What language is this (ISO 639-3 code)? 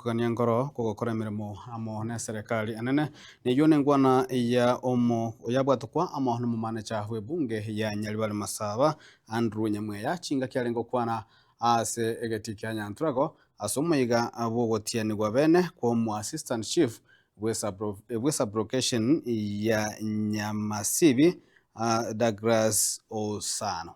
guz